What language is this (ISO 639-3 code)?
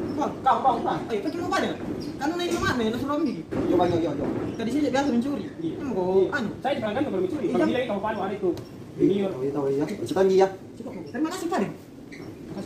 mfp